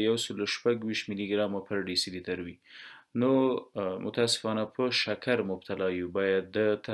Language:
Pashto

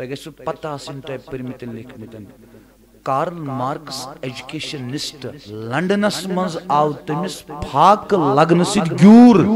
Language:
Kashmiri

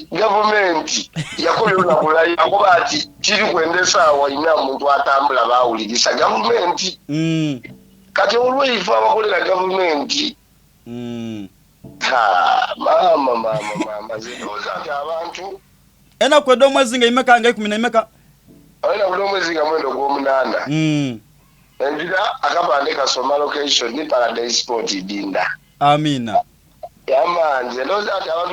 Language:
Soga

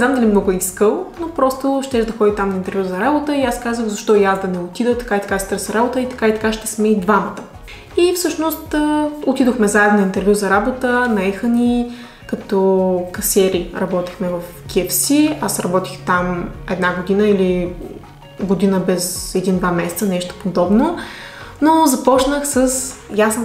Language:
Bulgarian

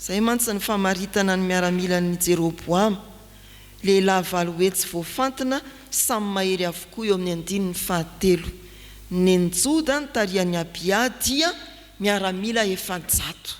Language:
Malagasy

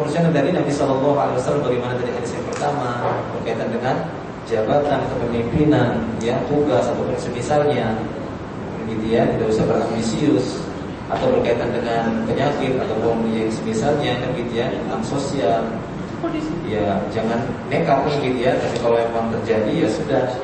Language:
Indonesian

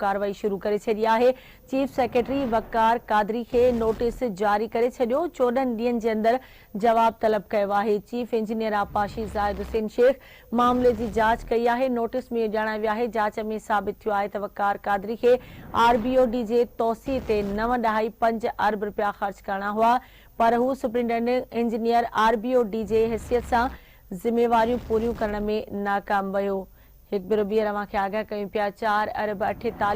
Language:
Sindhi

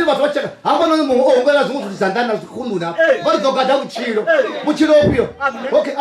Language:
Venda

